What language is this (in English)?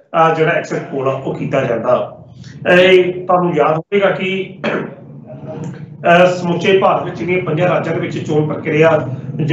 Punjabi